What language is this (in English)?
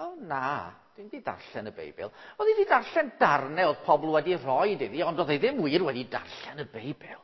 Welsh